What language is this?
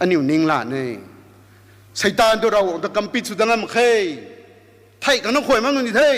Rongmei Naga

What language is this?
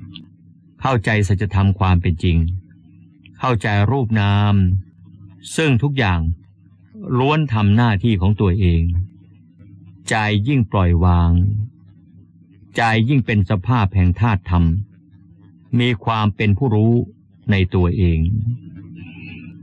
Thai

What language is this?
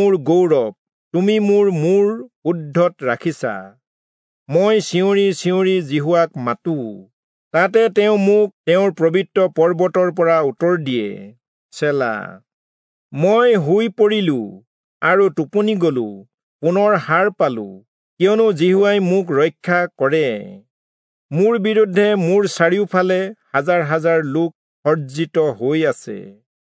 Assamese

